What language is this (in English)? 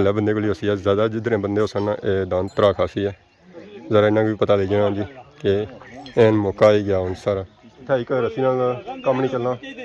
Pahari-Potwari